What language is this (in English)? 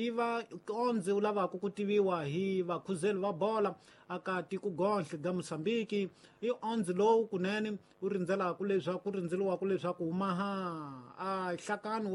Tsonga